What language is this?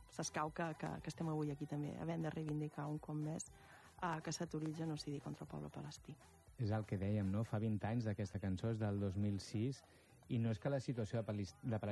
Catalan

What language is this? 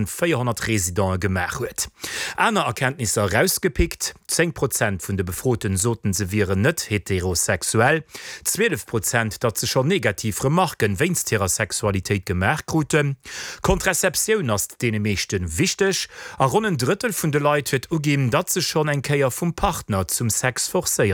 Luxembourgish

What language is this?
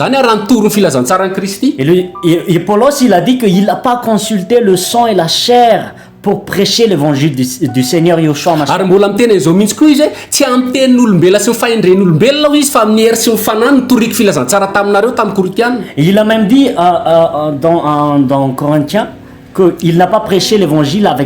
Malagasy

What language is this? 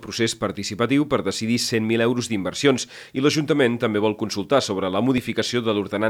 Catalan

